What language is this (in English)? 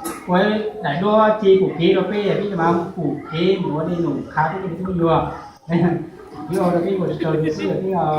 Hmong